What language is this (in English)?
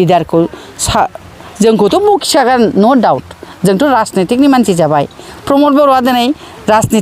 Bodo